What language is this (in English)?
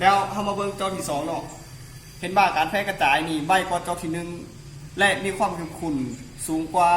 Lao